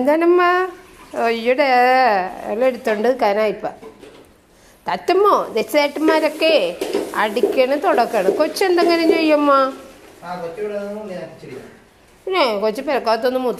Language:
Malayalam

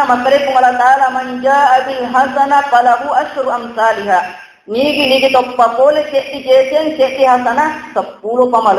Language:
Buginese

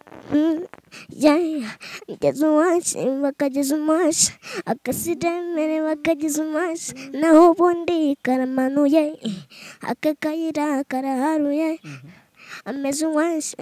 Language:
Kinyarwanda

